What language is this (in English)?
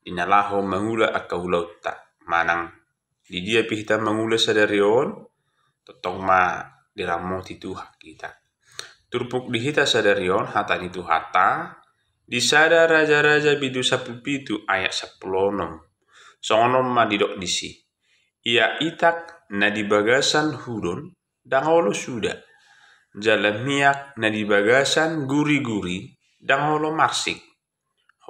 Batak Toba